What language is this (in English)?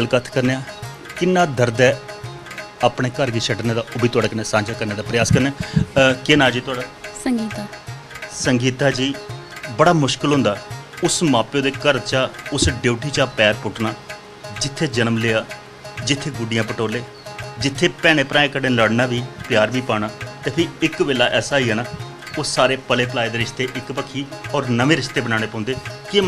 Dogri